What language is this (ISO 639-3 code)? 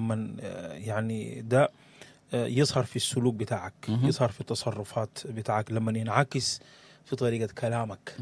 apd